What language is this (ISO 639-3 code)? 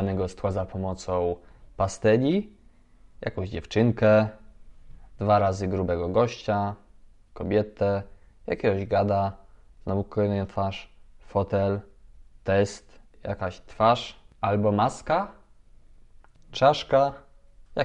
pol